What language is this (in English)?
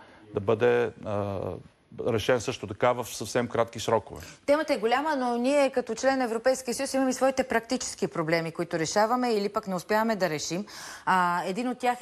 Bulgarian